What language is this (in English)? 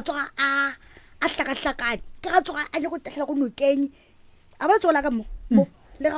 Northern Sotho